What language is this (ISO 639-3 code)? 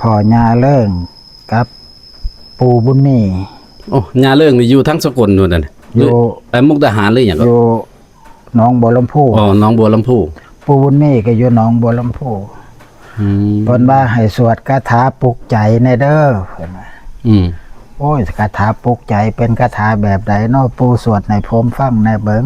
tts